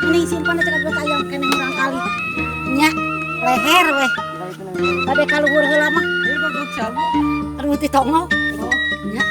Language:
Sundanese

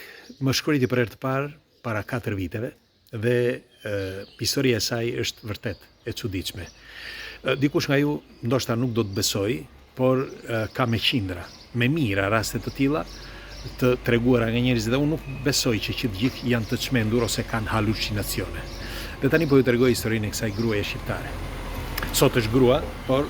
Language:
Albanian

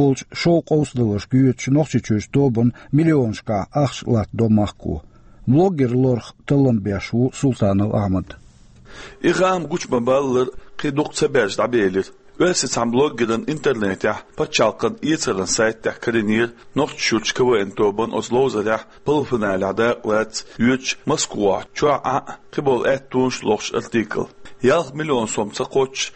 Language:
Chechen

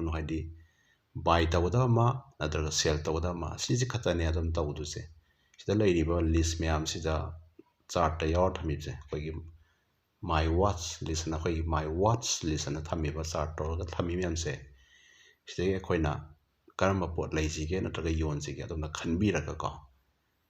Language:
Manipuri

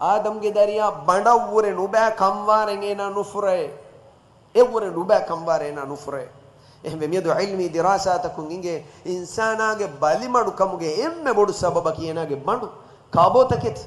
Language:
Divehi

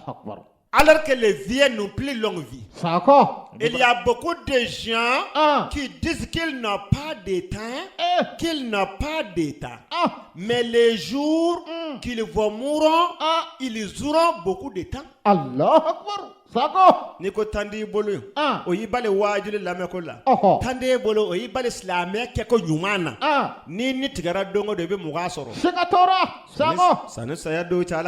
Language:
Bambara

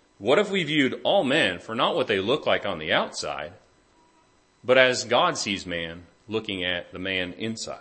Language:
English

